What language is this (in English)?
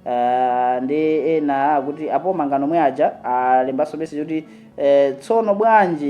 Nyanja